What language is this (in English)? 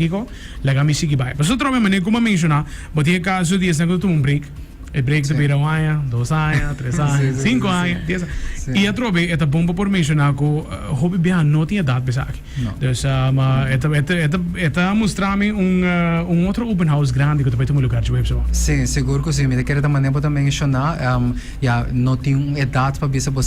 Papiamento